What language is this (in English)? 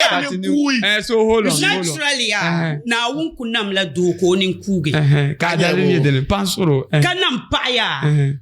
Dagbani